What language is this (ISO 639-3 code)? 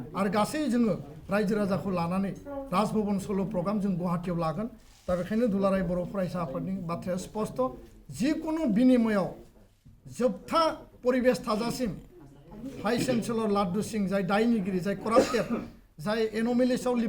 brx